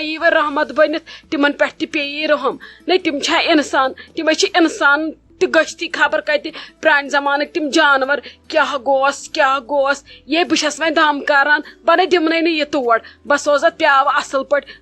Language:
Kashmiri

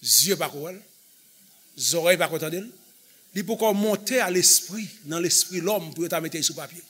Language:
Haitian Creole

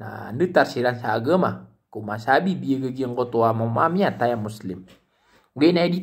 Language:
Maranao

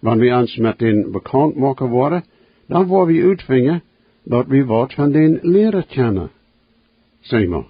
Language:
Plautdietsch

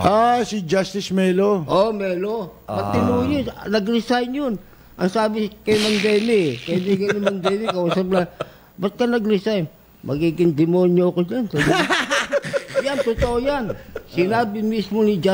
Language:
Filipino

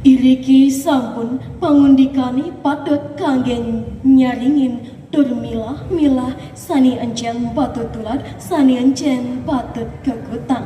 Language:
Balinese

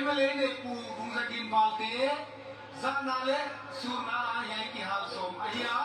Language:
Tedim Chin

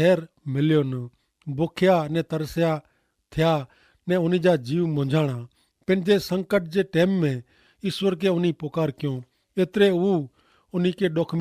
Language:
Kachhi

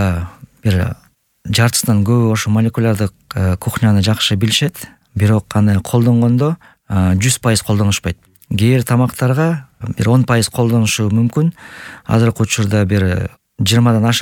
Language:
Kyrgyz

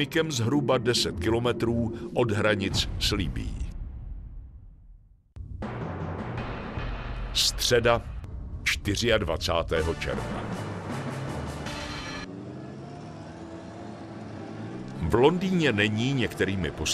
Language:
Czech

